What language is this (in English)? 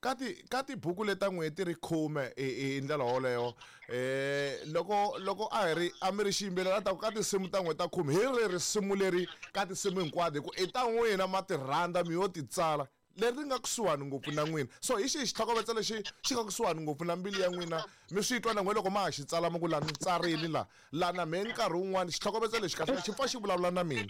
Tsonga